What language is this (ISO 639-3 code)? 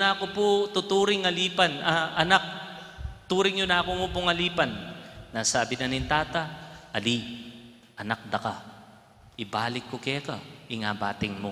pam